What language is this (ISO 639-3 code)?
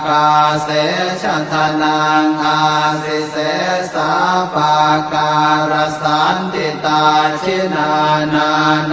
pli